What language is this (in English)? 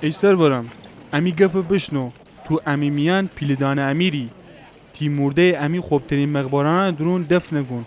Gilaki